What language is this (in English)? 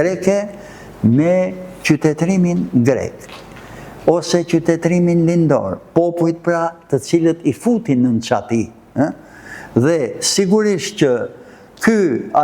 Albanian